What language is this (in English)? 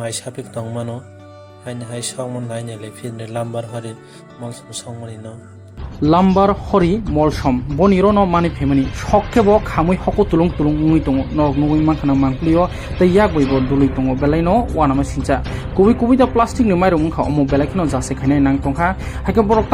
Kok Borok